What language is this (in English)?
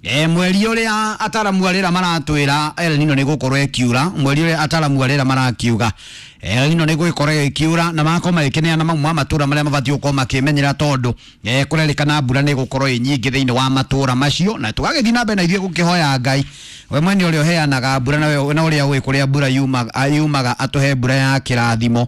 Kikuyu